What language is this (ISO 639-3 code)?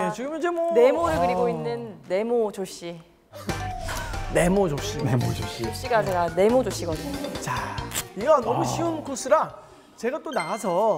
kor